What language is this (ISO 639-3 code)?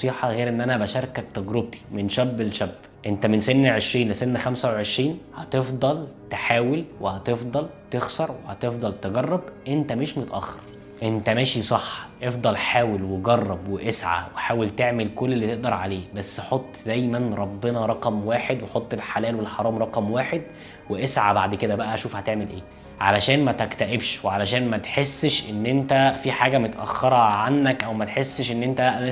arz